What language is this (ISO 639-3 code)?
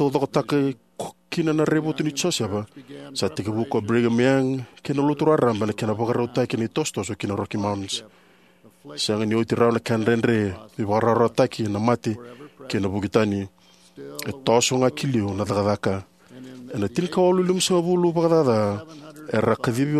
fij